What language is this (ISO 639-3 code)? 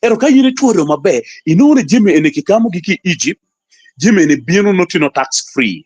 ach